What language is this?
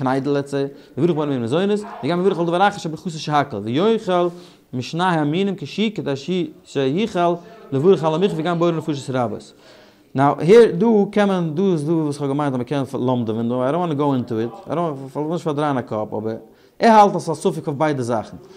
Yiddish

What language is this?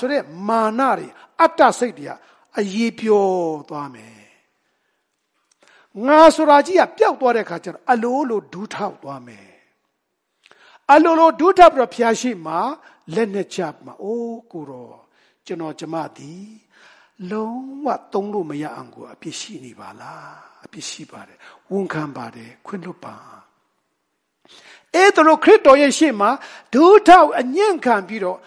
Burmese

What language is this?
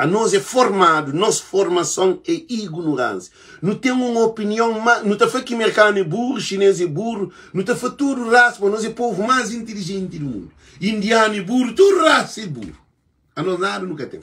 Kabuverdianu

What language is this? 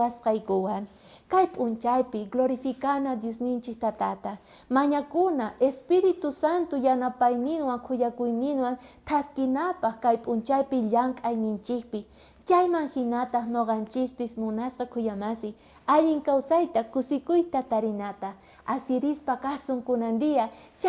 South Bolivian Quechua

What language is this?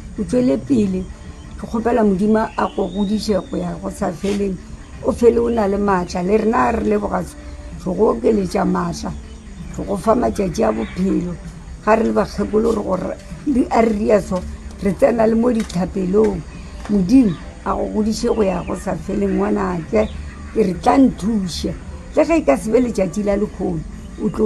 Northern Sotho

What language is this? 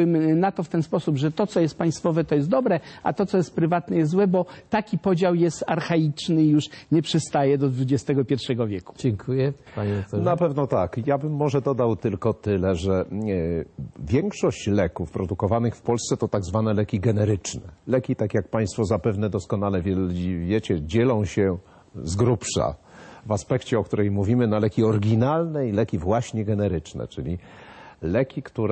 Polish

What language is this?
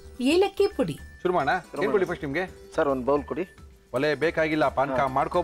Kannada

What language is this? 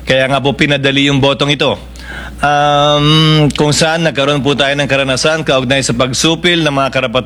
Filipino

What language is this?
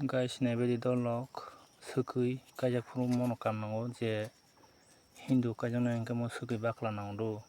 Kok Borok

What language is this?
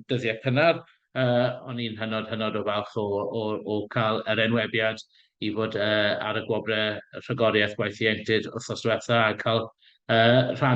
Welsh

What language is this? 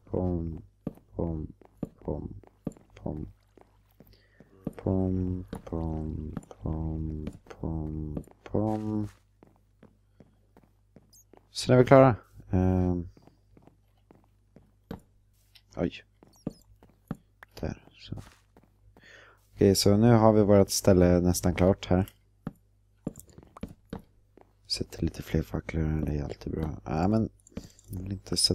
Swedish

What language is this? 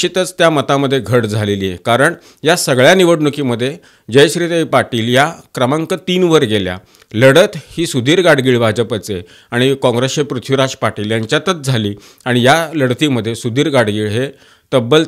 Marathi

